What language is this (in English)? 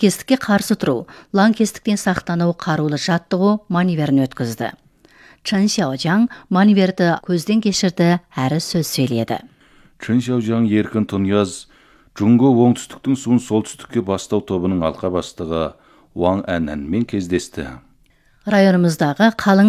Kazakh